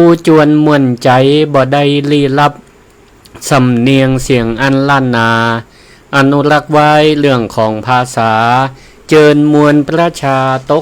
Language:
Northern Thai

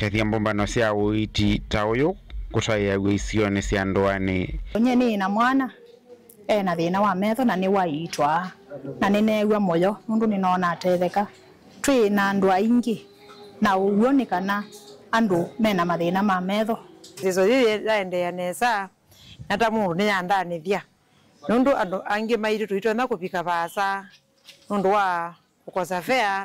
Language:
Kamba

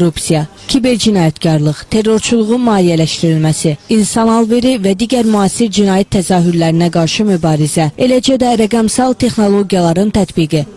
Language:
Azerbaijani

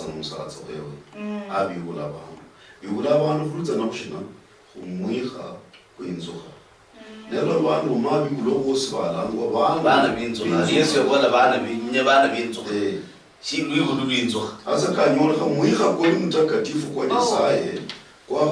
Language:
Luyia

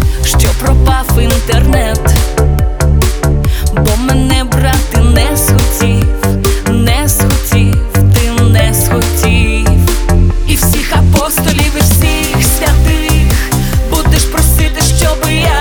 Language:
Ukrainian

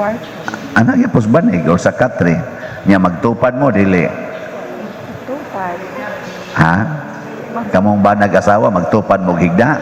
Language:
Cebuano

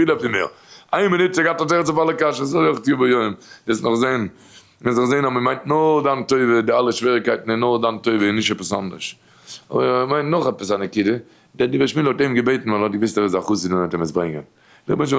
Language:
Yiddish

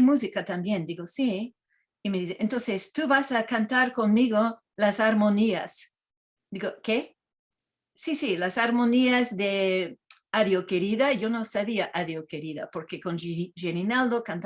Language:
Ladino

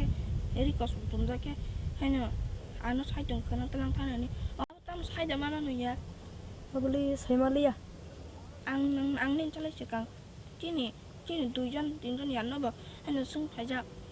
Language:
Kok Borok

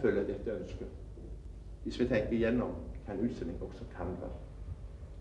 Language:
Norwegian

